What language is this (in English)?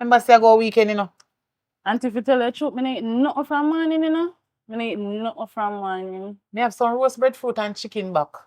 Jamaican Creole English